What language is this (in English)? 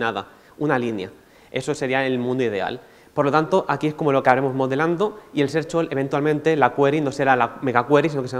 Spanish